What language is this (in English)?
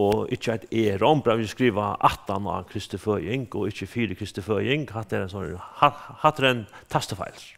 Faroese